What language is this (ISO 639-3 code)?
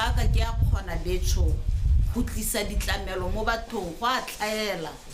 tsn